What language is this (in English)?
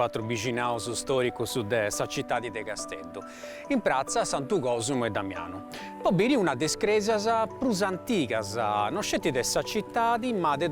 Sardinian